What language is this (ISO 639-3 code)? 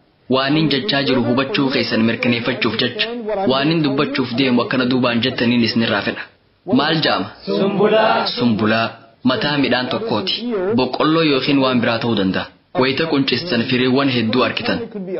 orm